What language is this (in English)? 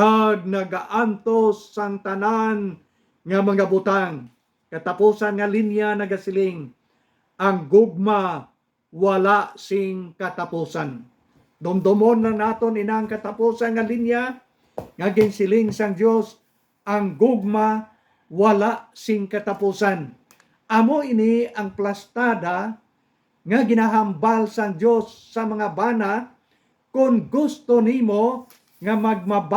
Hiligaynon